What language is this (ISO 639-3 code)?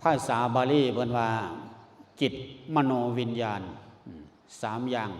lao